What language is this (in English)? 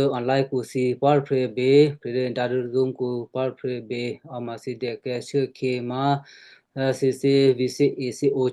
Western Kayah